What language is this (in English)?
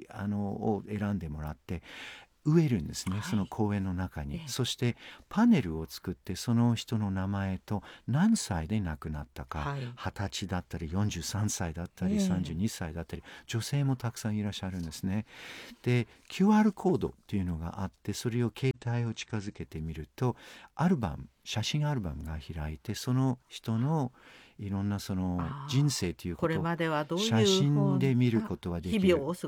Japanese